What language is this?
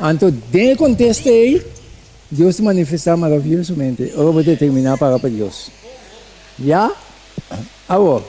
Papiamento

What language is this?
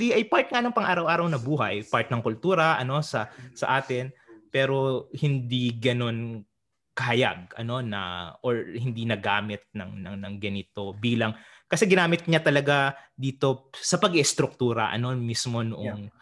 Filipino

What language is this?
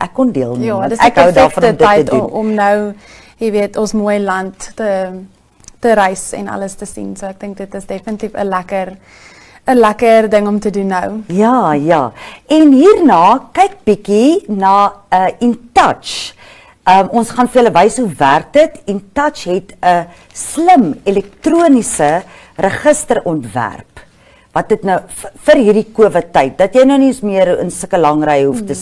Afrikaans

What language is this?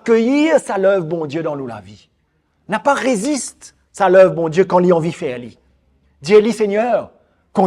Morisyen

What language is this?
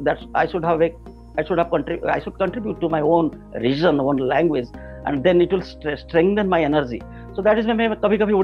Hindi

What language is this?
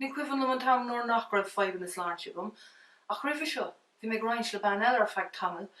Irish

